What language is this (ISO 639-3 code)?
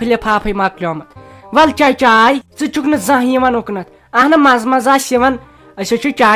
kas